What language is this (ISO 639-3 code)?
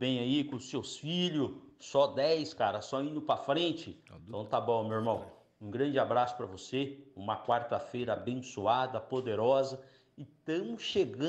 por